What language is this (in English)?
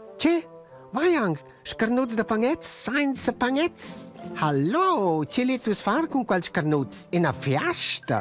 Romansh